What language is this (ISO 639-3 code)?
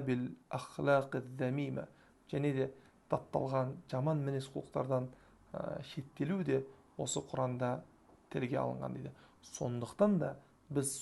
kaz